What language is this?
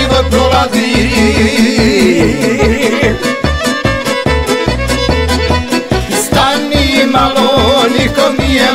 Croatian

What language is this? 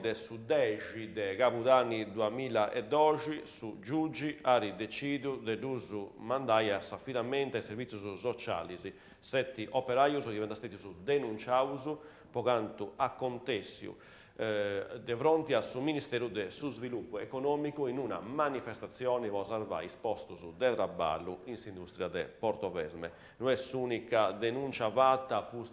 Sardinian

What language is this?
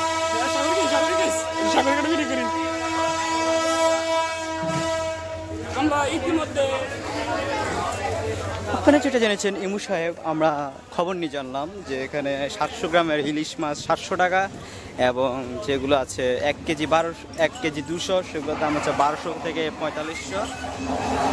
Bangla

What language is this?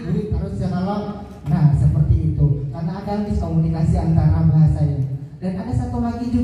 Banjar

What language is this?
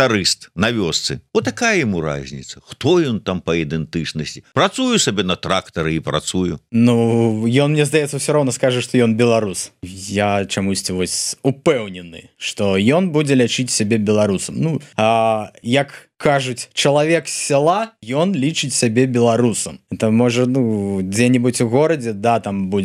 Belarusian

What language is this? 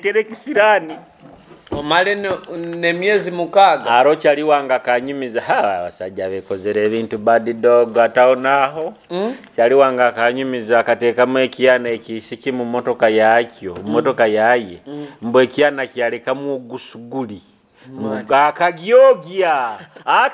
Nyoro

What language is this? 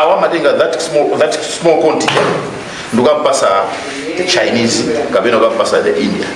Nyanja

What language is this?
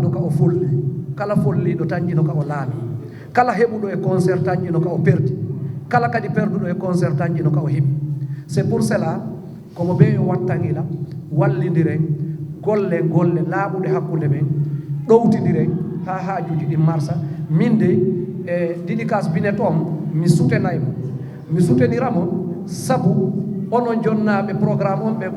Fula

